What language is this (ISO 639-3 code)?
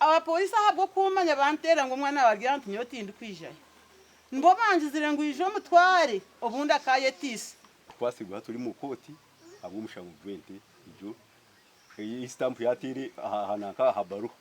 nyn